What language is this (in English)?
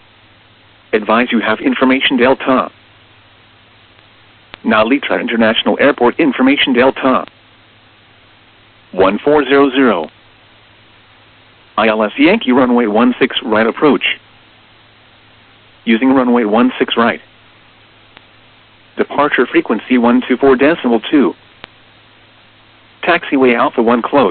English